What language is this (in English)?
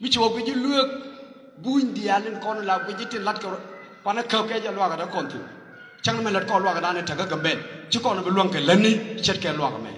Nuer